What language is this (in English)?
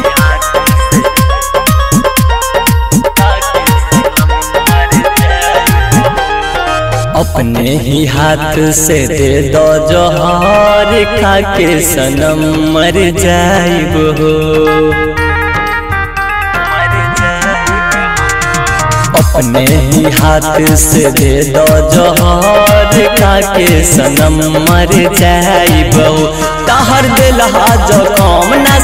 Bhojpuri